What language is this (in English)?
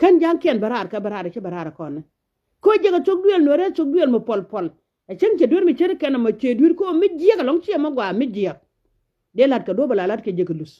Nuer